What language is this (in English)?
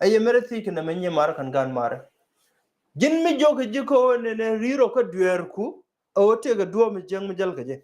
Nuer